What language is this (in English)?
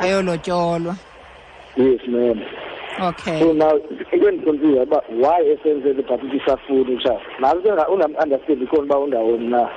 Xhosa